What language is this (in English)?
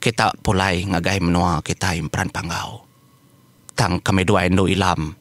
Iban